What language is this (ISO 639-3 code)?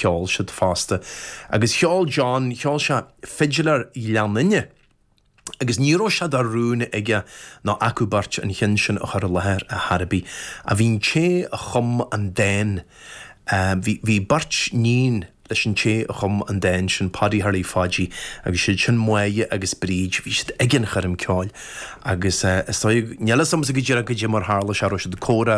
gle